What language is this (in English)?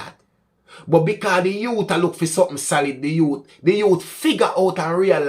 Jamaican Creole English